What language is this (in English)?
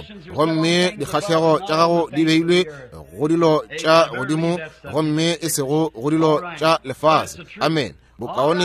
Northern Sotho